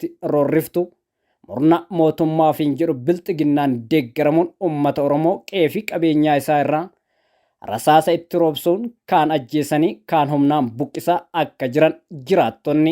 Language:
Oromo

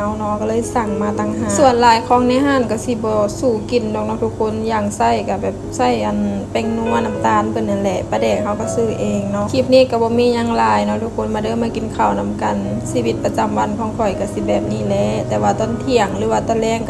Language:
Lao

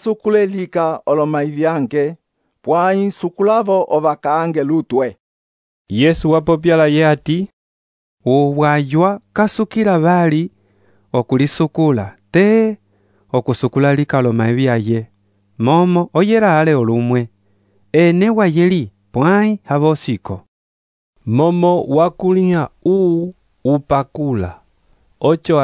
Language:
Umbundu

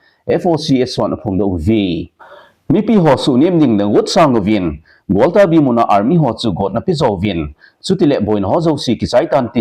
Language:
Thado Chin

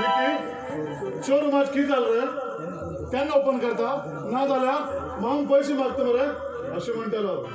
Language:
Konkani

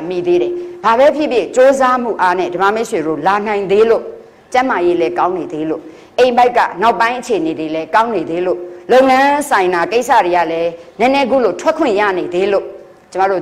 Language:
Burmese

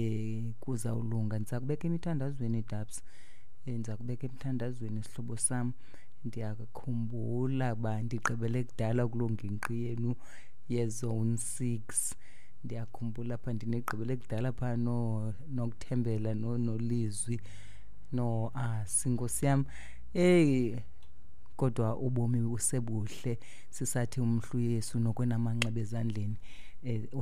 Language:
Xhosa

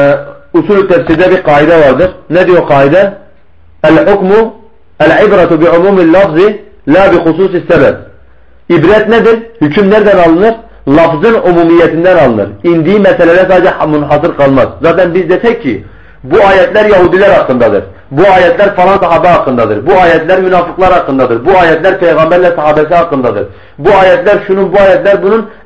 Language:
Turkish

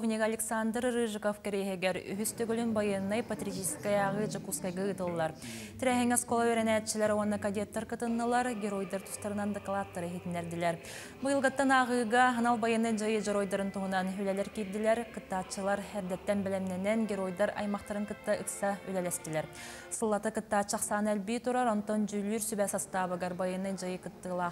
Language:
Yakut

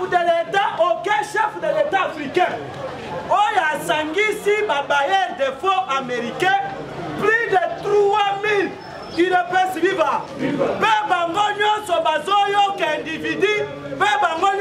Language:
Lingala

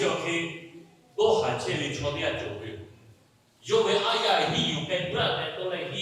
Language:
Lahu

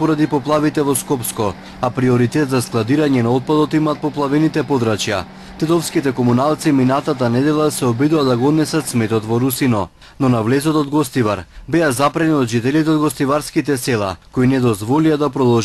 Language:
Macedonian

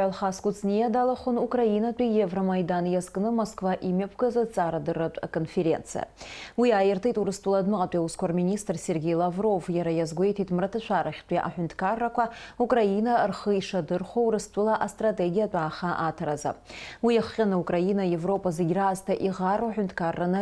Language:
Abkhazian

